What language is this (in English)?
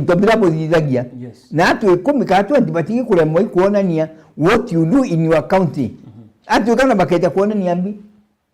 Meru